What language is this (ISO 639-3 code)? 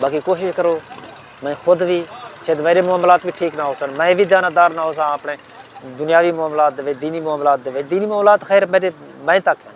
skr